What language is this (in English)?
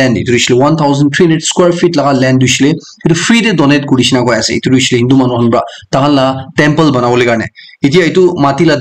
Naga Pidgin